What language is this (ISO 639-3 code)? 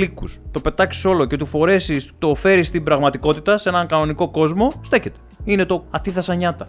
ell